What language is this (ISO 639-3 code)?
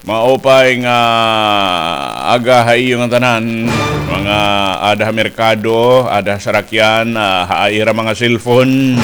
war